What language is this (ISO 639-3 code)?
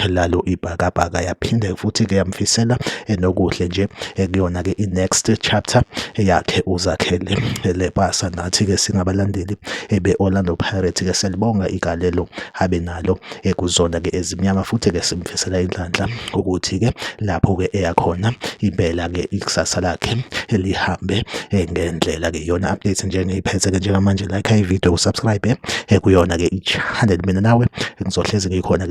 zul